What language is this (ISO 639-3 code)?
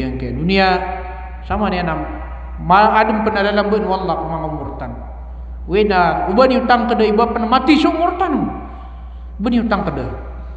mrw